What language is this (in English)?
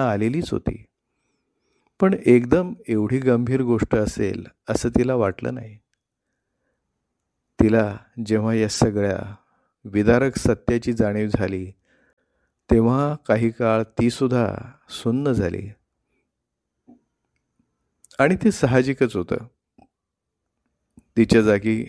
Marathi